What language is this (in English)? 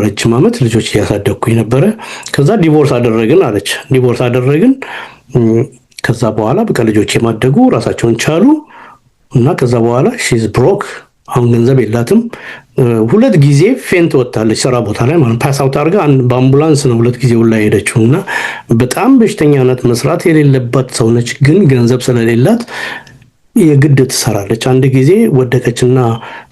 Amharic